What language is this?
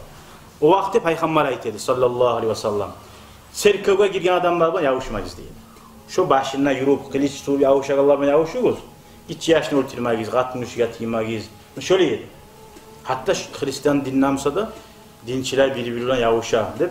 Kumyk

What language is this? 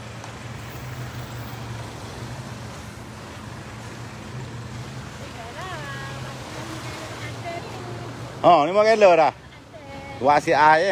Malay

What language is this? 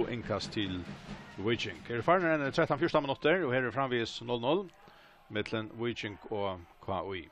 Faroese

